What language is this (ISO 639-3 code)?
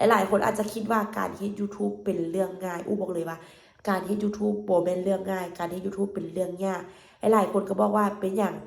lao